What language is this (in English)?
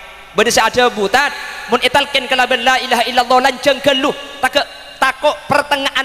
Madurese